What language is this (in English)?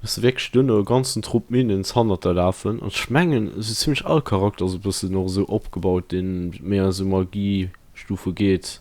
Luxembourgish